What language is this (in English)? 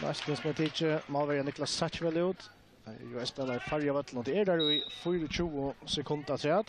Faroese